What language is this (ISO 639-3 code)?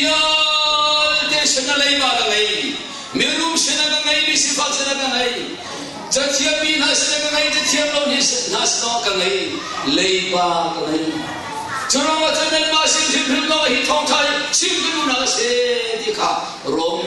cnh